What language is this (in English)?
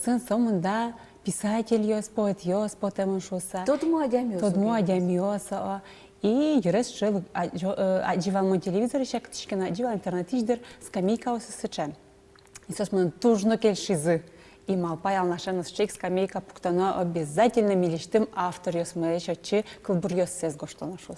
Udmurt